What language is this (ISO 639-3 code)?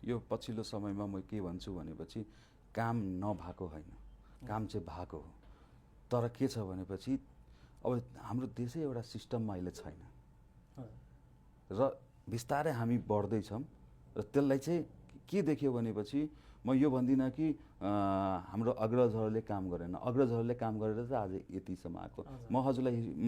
nep